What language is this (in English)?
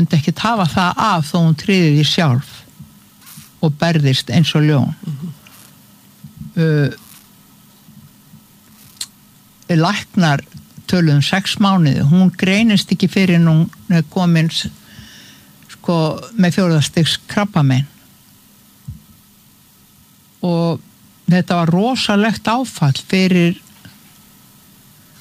Icelandic